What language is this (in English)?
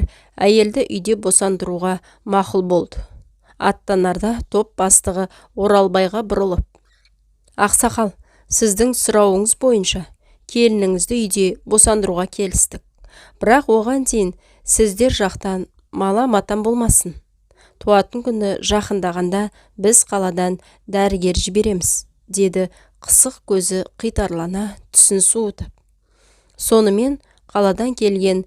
Kazakh